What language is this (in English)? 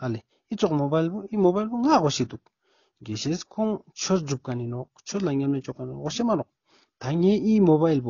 Ladakhi